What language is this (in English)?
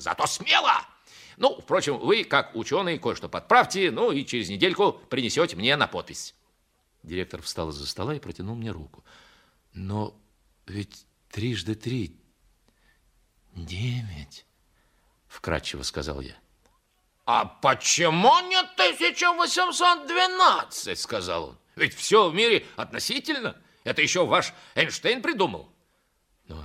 Russian